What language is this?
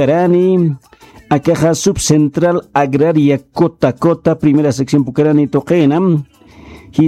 Aymara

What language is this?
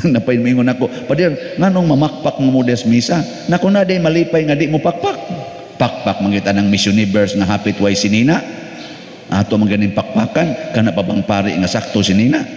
Cebuano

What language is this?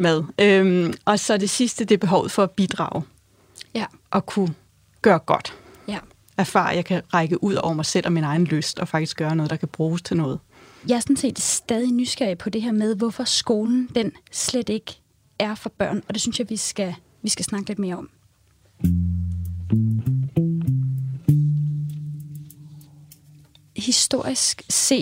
Danish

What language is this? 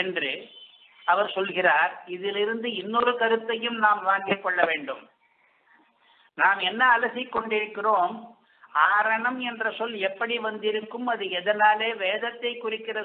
Tamil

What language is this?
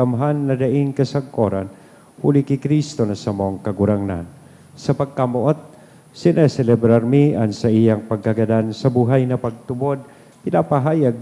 Bikol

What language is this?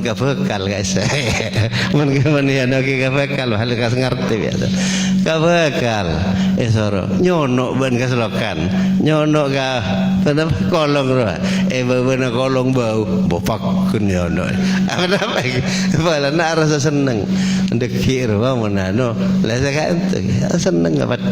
Madurese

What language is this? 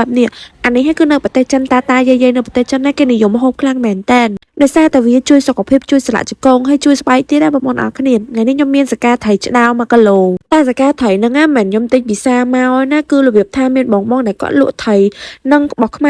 Khmer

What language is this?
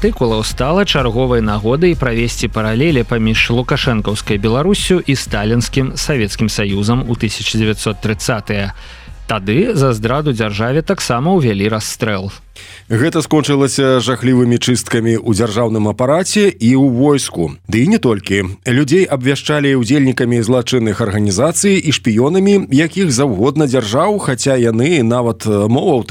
Belarusian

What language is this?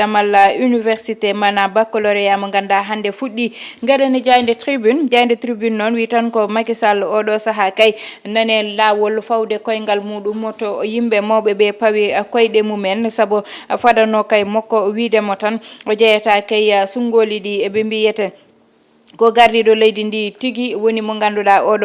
Fula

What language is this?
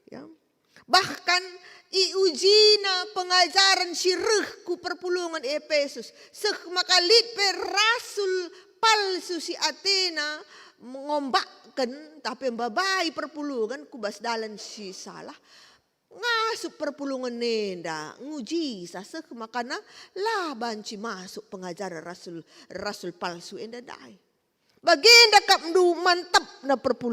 Batak Karo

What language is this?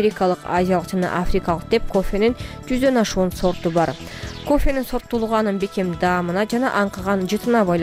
Kyrgyz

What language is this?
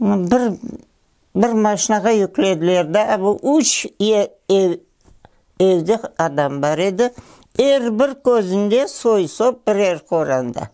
Crimean Tatar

